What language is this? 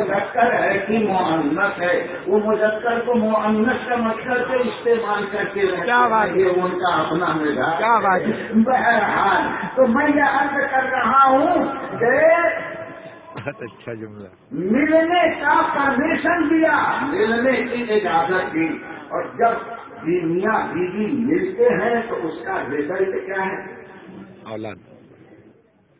Urdu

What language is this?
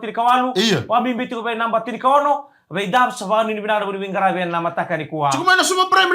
Fijian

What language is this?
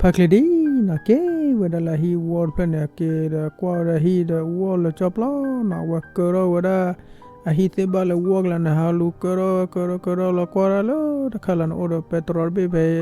S'gaw Karen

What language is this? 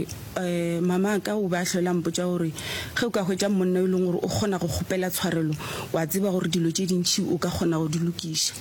Northern Sotho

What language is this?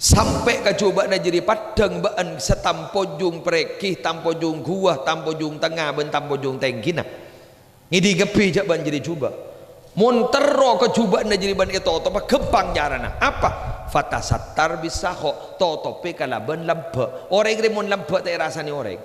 Madurese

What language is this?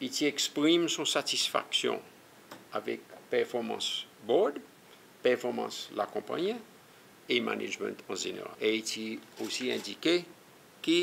Seselwa Creole French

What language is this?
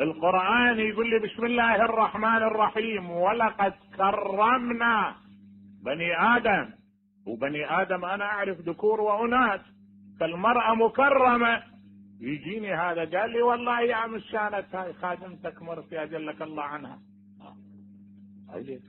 Mesopotamian Arabic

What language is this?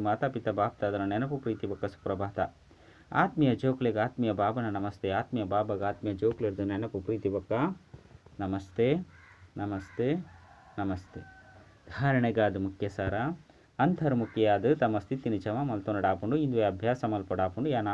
Tulu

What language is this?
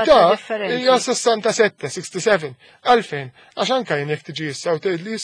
Maltese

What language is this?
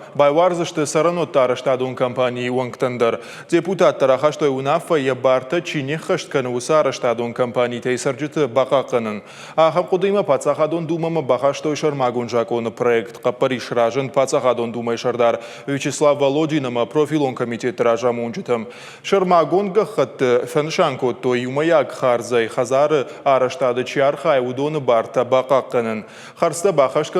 Ossetic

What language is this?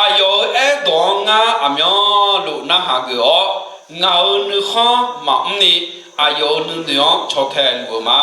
Akha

